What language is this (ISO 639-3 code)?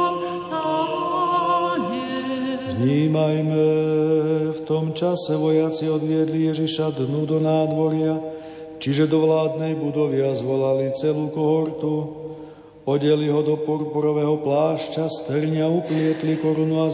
slk